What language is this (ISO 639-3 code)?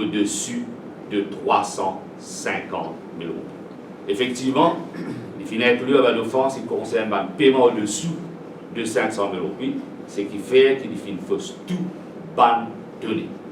mfe